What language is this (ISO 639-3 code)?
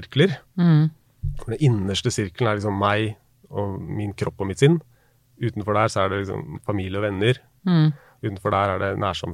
nor